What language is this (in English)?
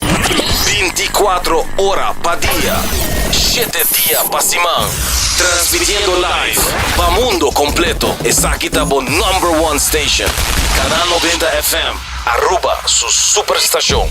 Papiamento